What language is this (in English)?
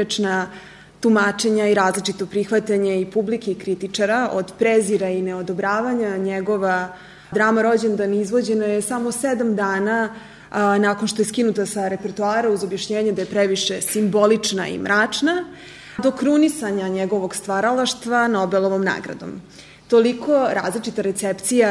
Serbian